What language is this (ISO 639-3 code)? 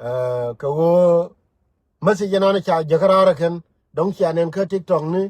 nus